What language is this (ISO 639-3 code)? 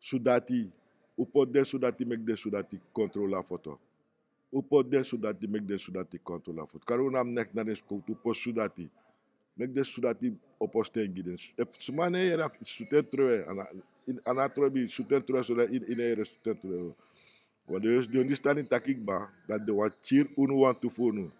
srn